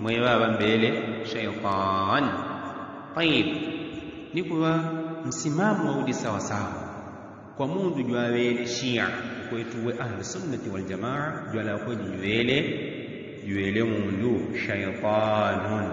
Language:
Yao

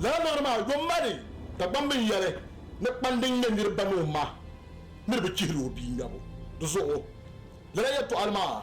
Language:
Dagbani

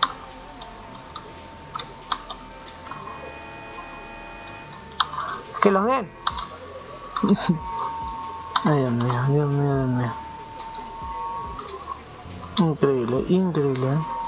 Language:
Spanish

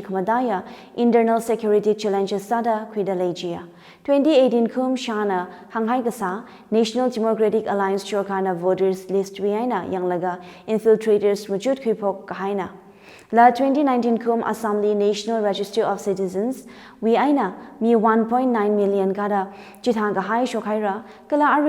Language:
Tangkhul Naga (India)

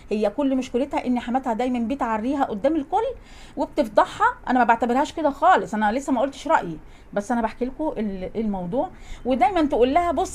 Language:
Egyptian Arabic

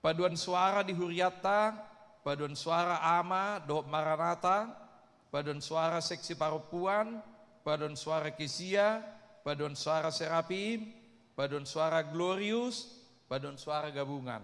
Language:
Batak Toba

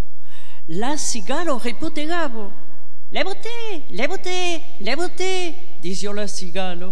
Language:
Occitan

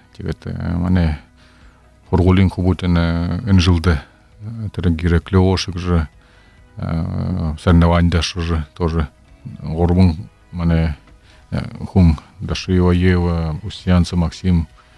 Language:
Buriat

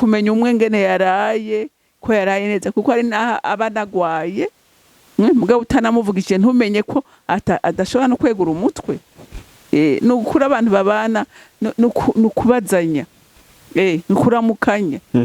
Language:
Rundi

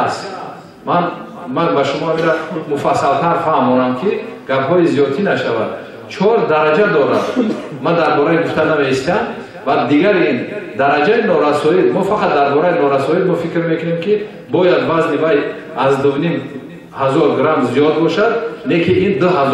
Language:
Tajik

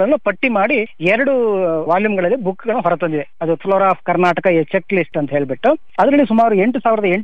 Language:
Kannada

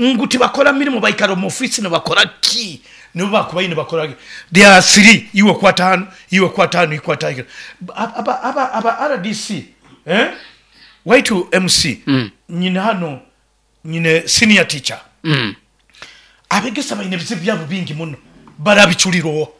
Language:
Nyoro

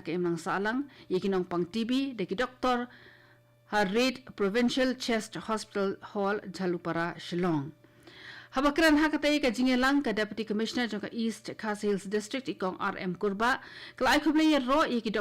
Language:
Khasi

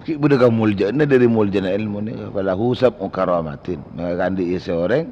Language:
Madurese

